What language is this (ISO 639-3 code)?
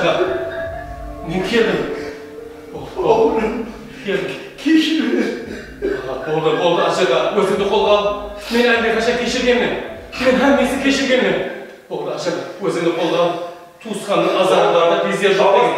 kaa